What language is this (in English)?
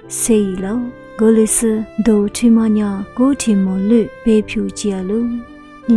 Lisu